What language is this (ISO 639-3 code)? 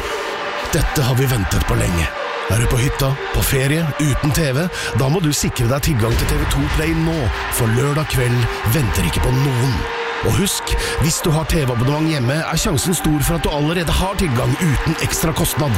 nor